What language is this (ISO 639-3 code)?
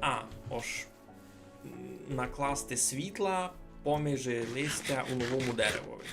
rue